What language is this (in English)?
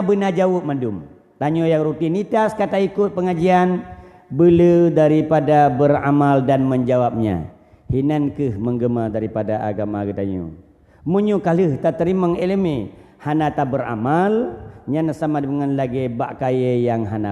Achinese